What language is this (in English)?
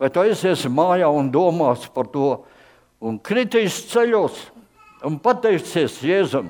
Latvian